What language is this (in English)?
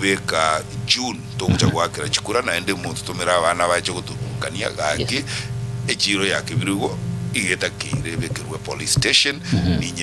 Gusii